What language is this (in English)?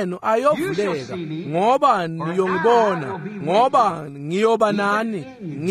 Swati